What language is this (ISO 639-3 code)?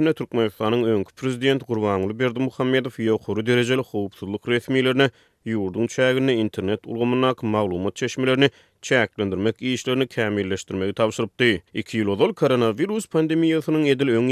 tuk